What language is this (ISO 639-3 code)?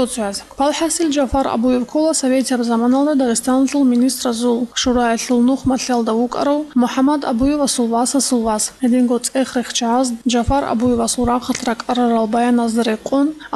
ava